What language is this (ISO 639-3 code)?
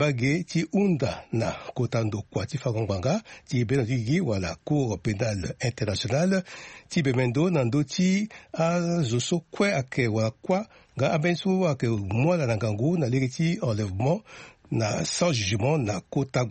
sag